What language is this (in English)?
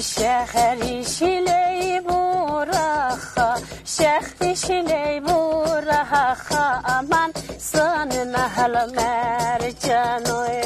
Lak